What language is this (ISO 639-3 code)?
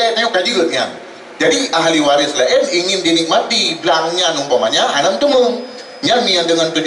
ace